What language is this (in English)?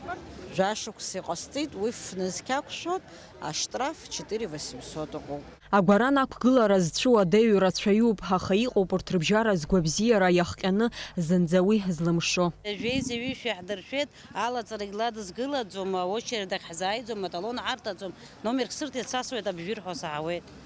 Abkhazian